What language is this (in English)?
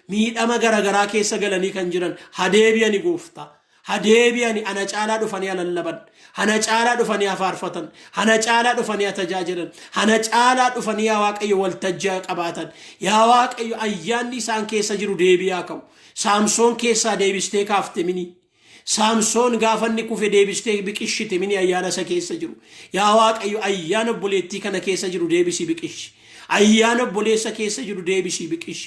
Oromo